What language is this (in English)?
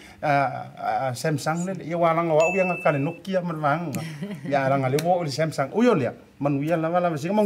Samoan